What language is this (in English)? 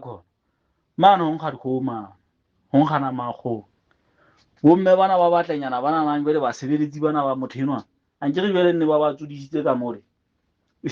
Southern Sotho